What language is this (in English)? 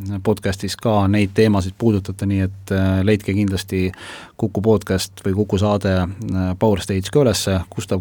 Estonian